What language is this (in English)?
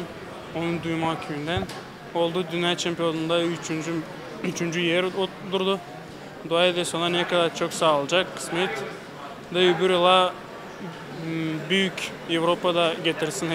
Gagauz